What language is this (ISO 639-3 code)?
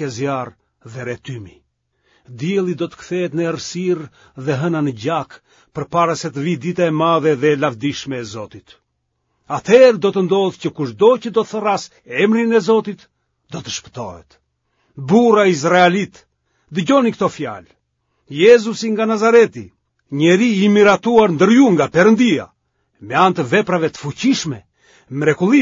sqi